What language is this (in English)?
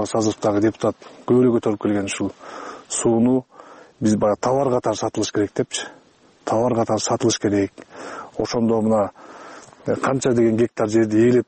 Kyrgyz